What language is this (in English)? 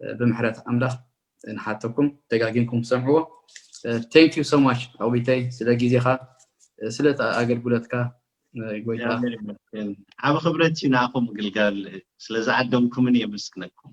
Tigrinya